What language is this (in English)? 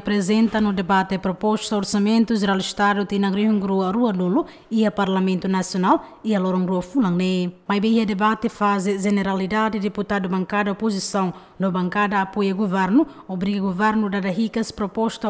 Tetum